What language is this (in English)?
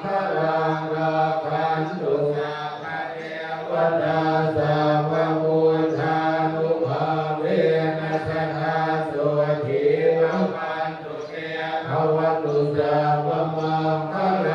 Pali